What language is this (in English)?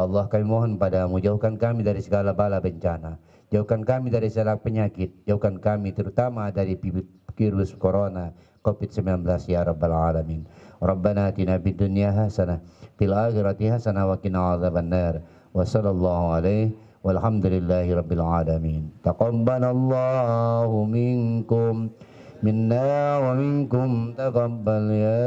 Indonesian